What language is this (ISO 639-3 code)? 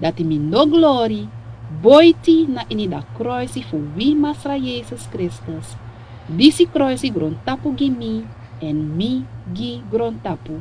srn